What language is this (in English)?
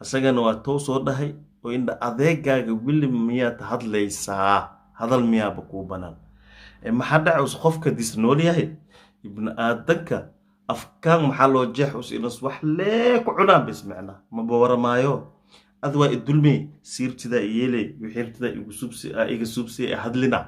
Somali